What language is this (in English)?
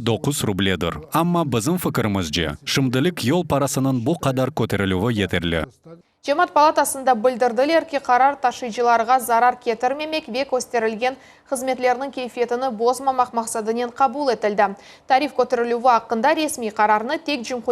Crimean Tatar